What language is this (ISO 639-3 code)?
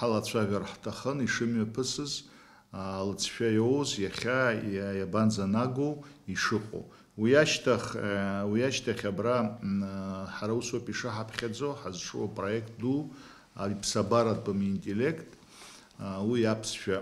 abk